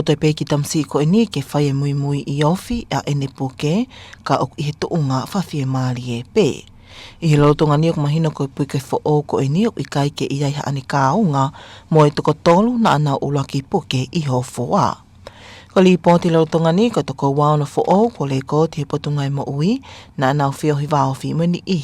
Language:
Tongan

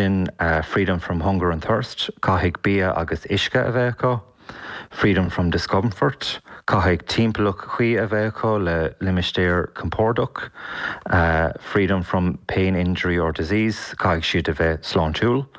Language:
Irish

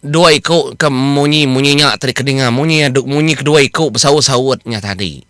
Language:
Iban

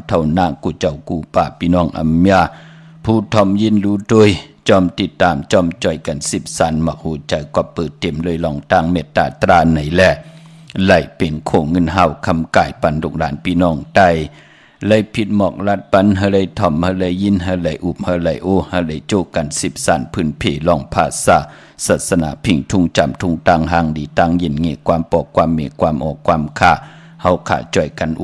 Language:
Shan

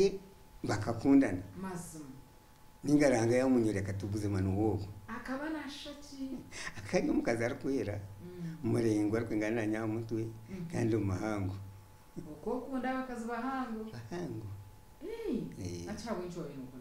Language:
Nyankole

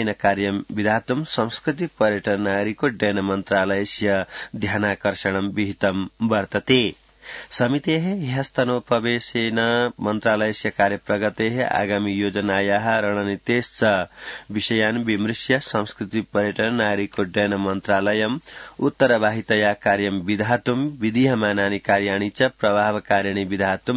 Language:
Sanskrit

